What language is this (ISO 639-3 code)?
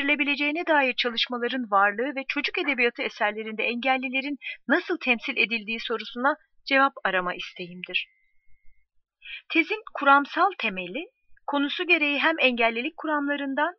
tur